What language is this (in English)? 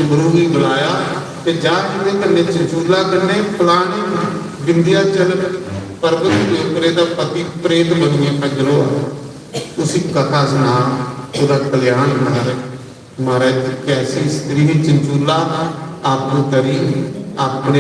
Dogri